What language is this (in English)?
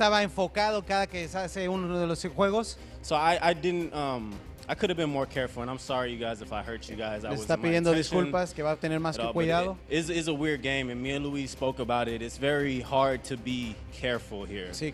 Spanish